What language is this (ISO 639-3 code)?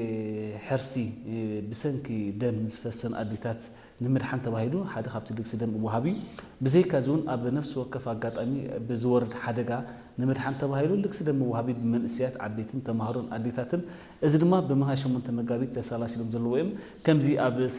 tir